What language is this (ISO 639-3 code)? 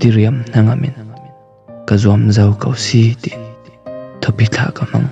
cfm